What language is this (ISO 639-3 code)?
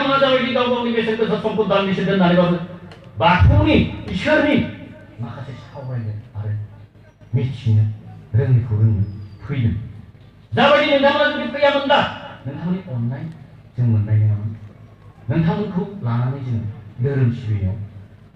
brx